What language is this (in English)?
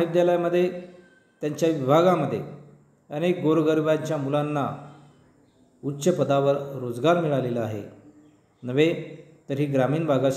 Marathi